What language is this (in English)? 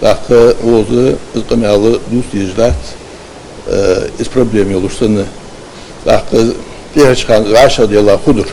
Ingush